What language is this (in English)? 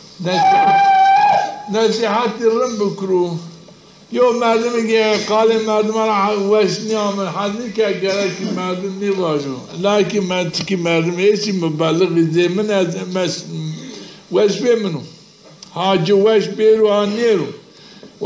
Zaza